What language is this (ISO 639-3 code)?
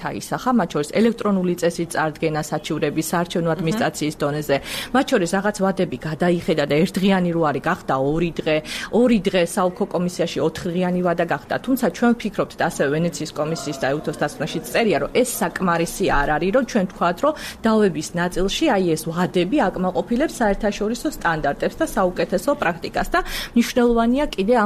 kat